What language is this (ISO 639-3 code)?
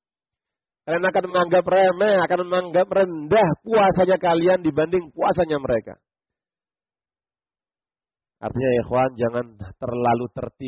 ind